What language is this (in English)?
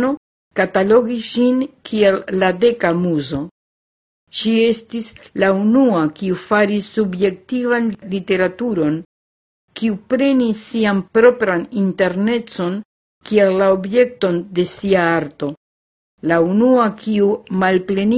Esperanto